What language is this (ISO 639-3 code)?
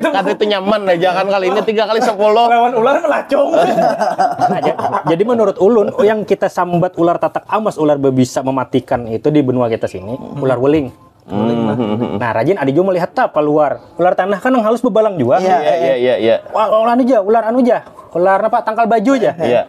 bjn